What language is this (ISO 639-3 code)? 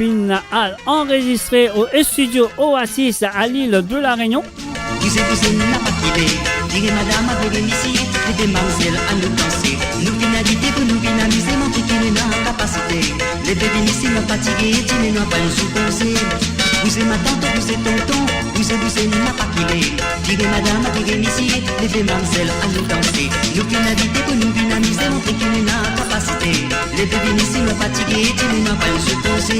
mfe